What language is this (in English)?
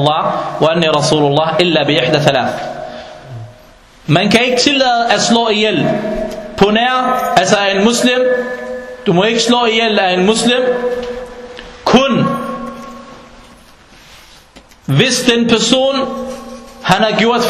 Danish